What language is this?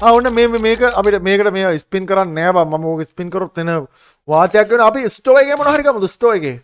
Sinhala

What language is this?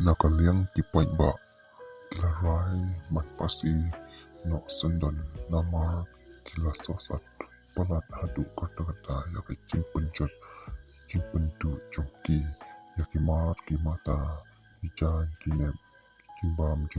Khasi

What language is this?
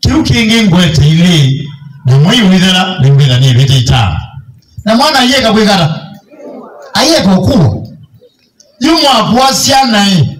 Kamba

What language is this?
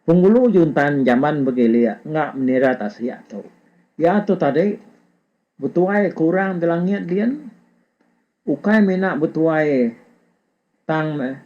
Iban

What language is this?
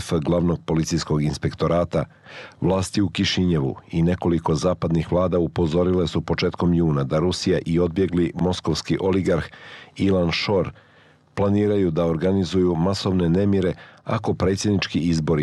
Serbian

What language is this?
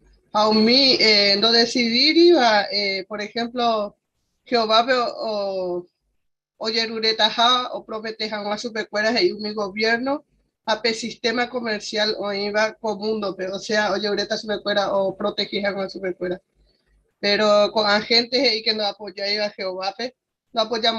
Guarani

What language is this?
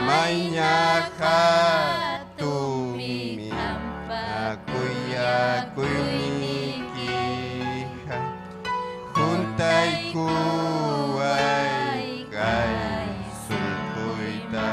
Ayacucho Quechua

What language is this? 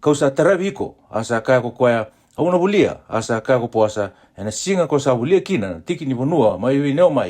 Fijian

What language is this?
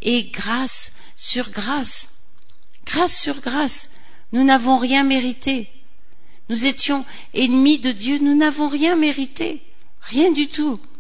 French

